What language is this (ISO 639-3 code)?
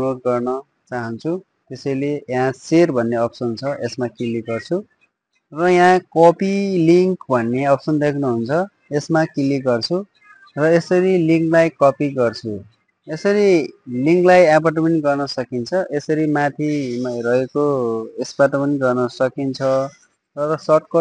nep